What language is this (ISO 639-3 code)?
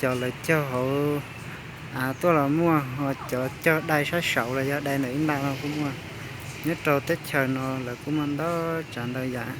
hmn